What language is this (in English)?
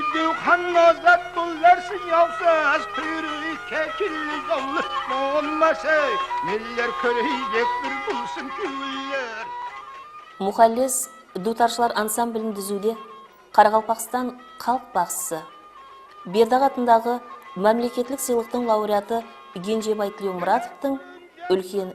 Kara-Kalpak